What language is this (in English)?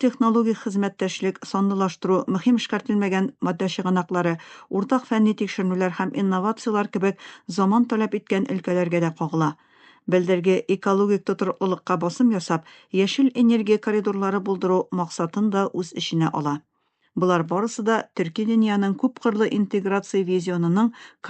Tatar